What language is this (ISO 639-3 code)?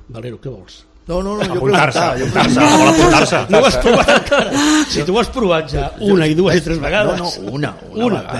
cat